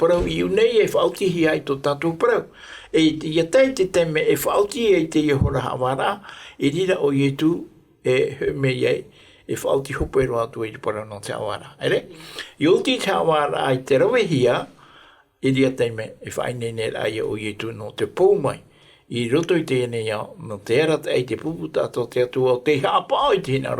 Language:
Tahitian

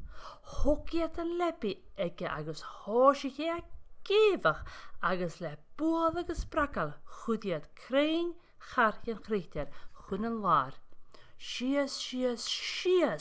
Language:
Scottish Gaelic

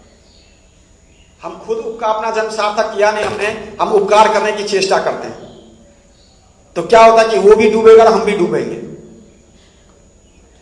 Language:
Hindi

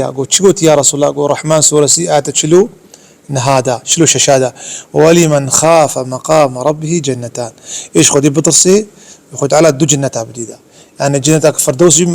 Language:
Kurdish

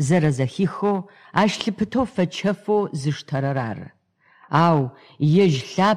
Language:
Adyghe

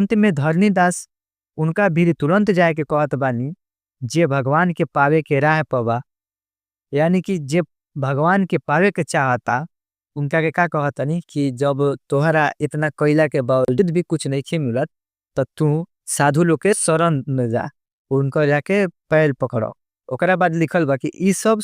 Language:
Bhojpuri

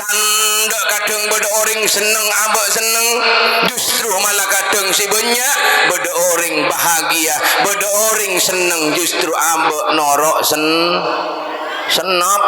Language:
Madurese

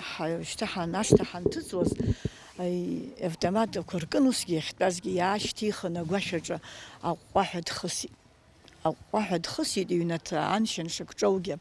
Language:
Abkhazian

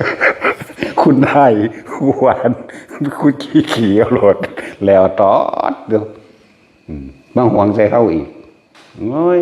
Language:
Northeastern Thai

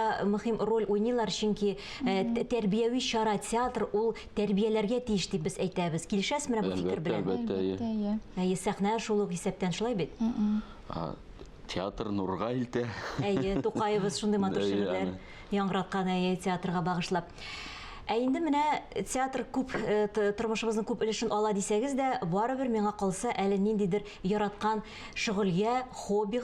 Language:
Tatar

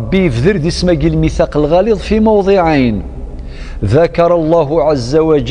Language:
Kabyle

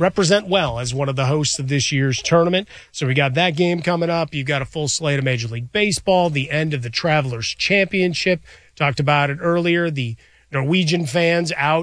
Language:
English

